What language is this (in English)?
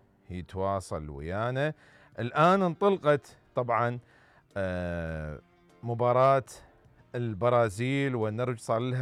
Mesopotamian Arabic